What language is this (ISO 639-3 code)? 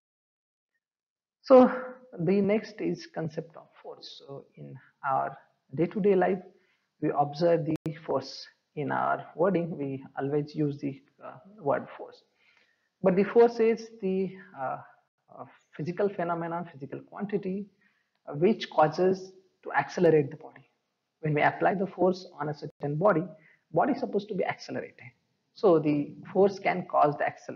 eng